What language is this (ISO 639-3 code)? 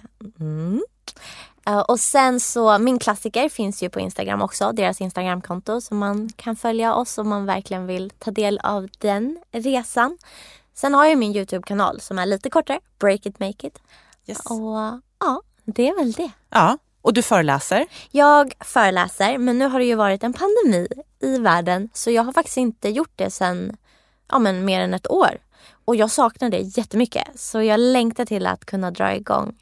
swe